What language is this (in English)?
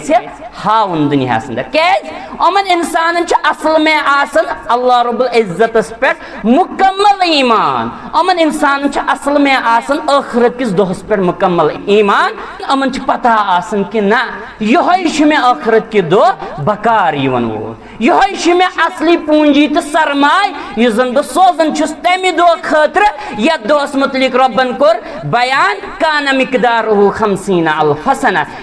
Kashmiri